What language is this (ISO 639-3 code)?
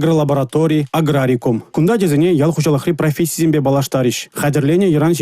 chv